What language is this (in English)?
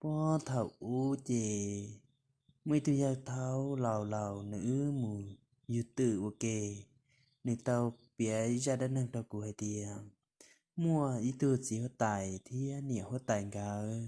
Hmong